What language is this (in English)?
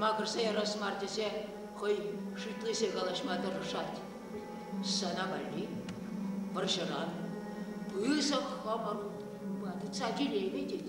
Chuvash